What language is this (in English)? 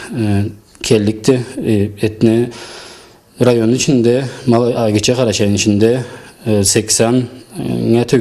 Karachay-Balkar